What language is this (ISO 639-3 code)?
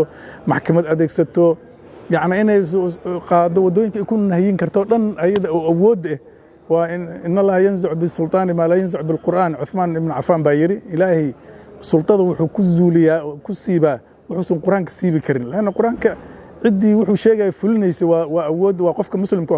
som